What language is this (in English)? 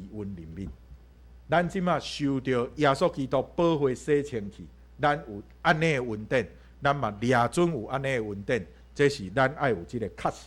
Min Nan Chinese